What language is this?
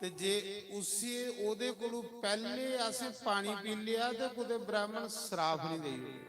Dogri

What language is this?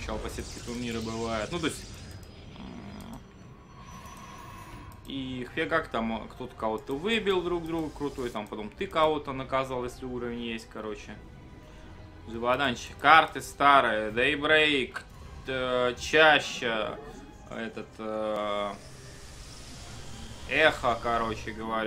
Russian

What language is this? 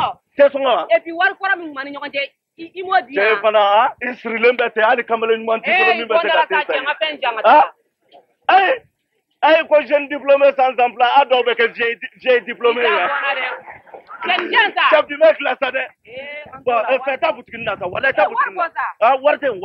Bambara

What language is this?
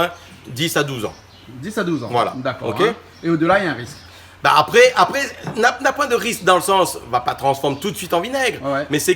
Réunion Creole French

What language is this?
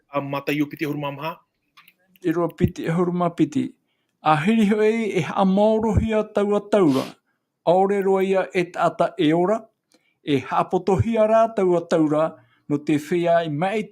Tahitian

